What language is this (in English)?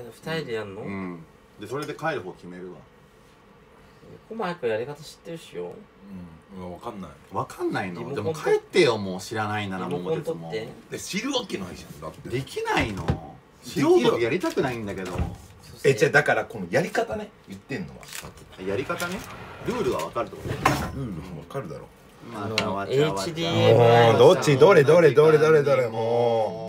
Japanese